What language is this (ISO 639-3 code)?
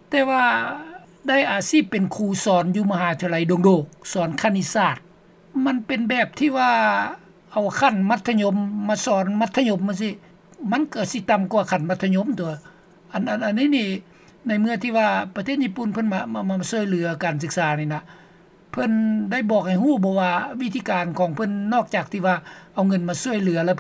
lao